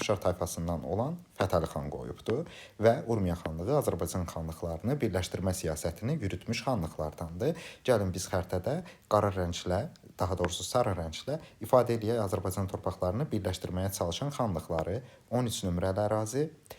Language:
Azerbaijani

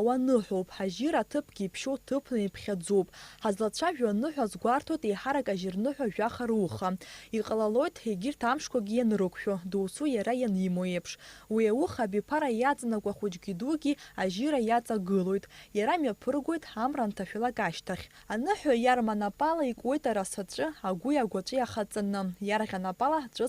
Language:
Abkhazian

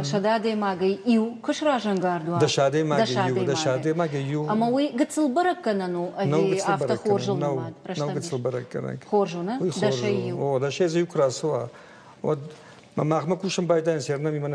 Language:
Ossetic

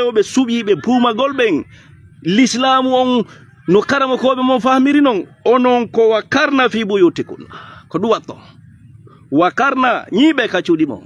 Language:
Fula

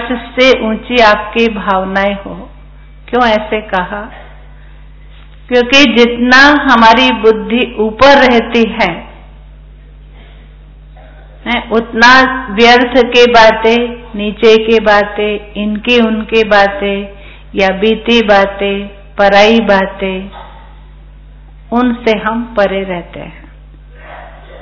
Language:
Hindi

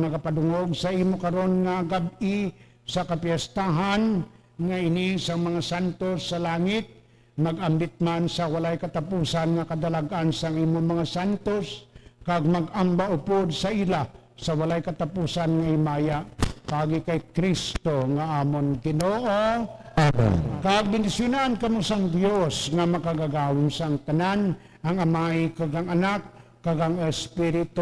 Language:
Hiligaynon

